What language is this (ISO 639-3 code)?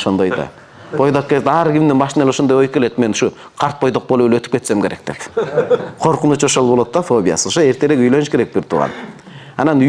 kir